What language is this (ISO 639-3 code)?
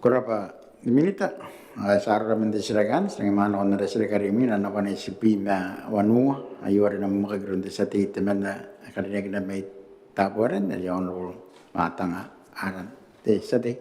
gil